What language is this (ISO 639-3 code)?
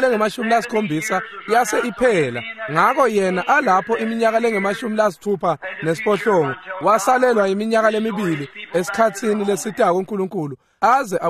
ssw